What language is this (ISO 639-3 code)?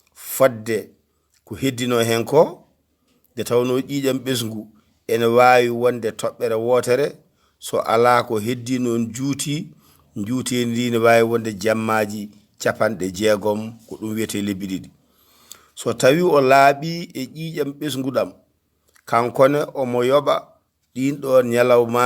ful